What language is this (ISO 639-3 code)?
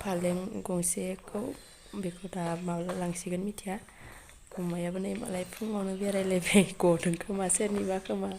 brx